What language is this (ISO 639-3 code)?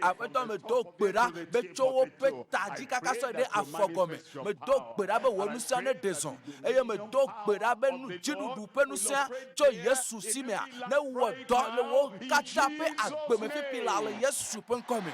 ewe